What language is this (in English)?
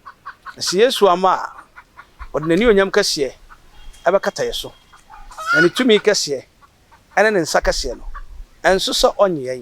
Akan